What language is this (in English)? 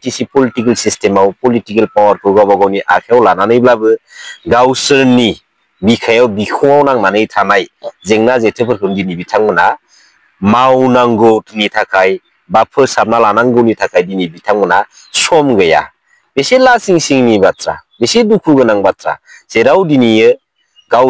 Bodo